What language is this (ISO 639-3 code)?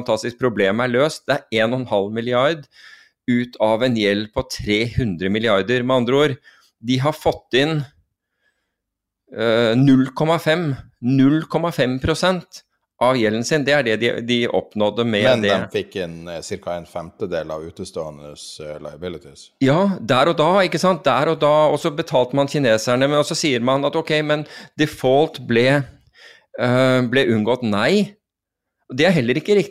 nor